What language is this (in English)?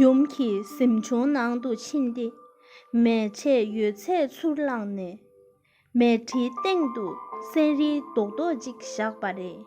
Tibetan